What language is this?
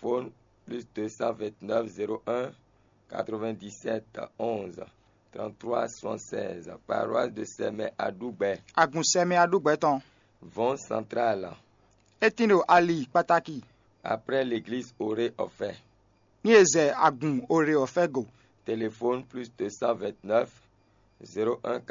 Fon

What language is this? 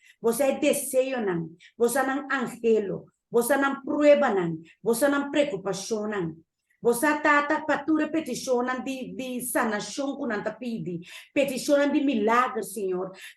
Papiamento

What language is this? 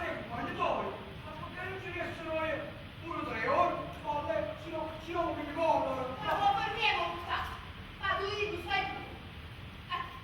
Neapolitan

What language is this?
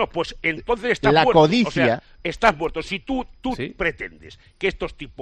Spanish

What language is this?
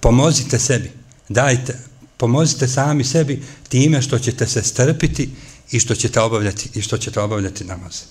Bosnian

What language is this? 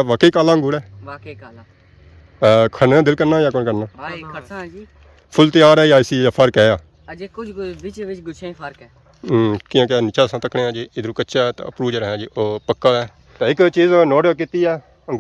Pahari-Potwari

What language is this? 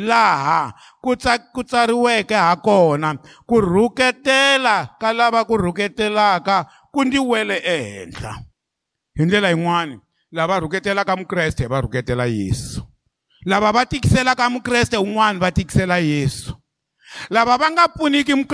Tsonga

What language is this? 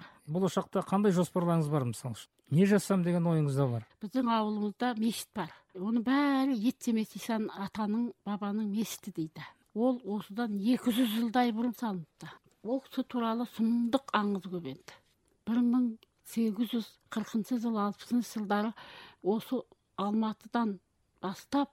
Kazakh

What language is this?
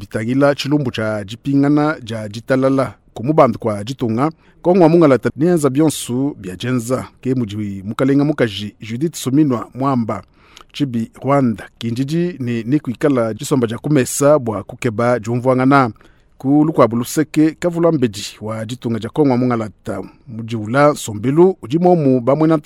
Luba-Lulua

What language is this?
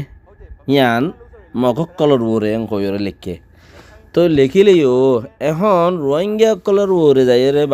Rohingya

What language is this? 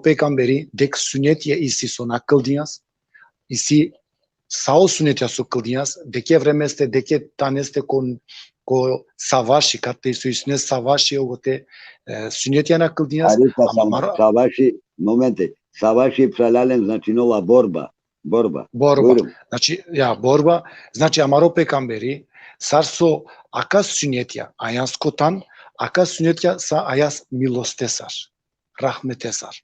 Balkan Romani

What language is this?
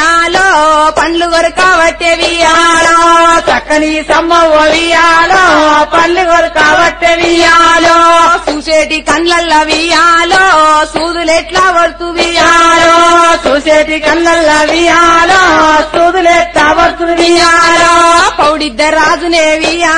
Telugu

